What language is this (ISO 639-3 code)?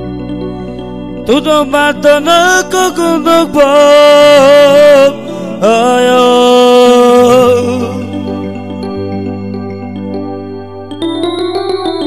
hun